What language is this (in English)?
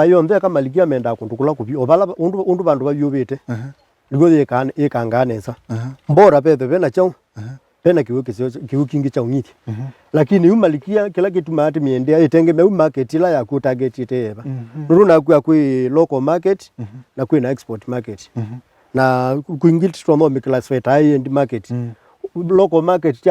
Kamba